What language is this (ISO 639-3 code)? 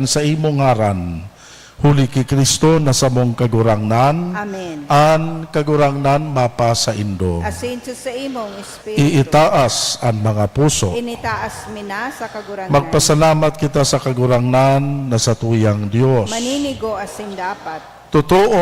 bik